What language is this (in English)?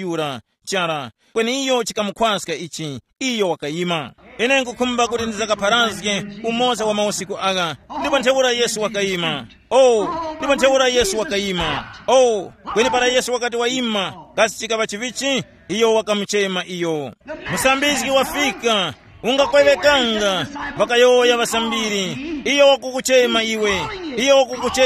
Tumbuka